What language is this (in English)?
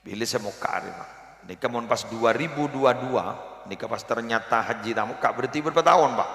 Madurese